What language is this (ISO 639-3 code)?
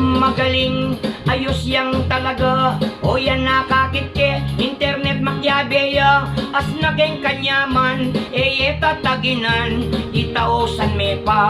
pam